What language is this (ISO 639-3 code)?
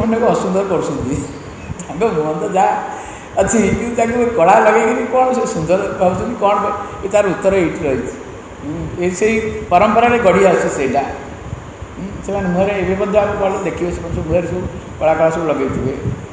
ori